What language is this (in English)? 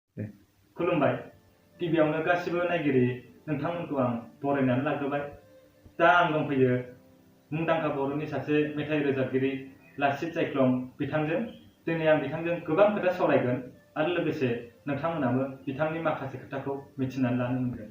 Bodo